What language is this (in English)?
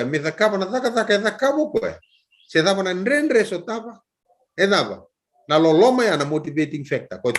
Fijian